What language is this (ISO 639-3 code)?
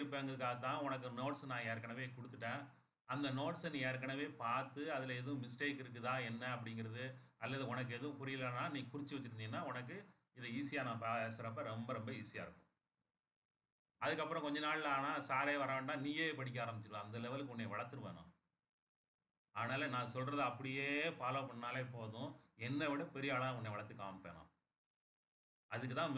tam